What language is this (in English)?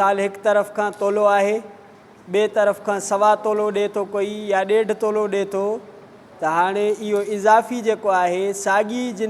Sindhi